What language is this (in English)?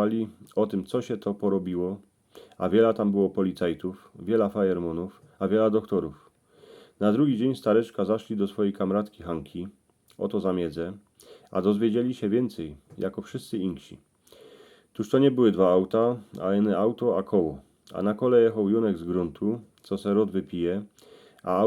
Silesian